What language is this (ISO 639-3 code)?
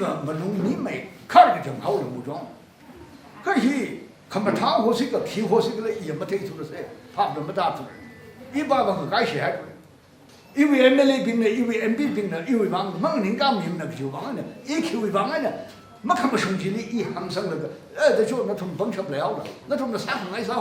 nmf